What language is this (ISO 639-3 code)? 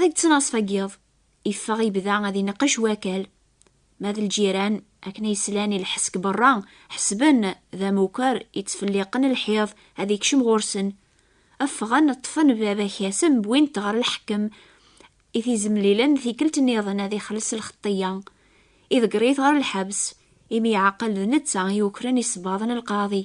kab